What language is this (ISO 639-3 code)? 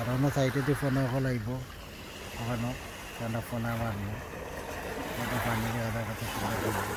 syl